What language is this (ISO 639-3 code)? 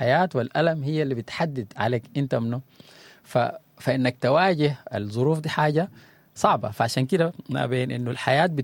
apd